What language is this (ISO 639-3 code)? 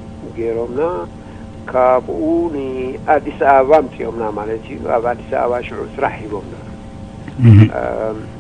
tir